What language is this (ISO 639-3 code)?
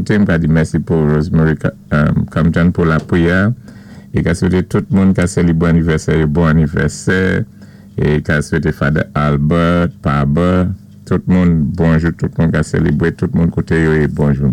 acf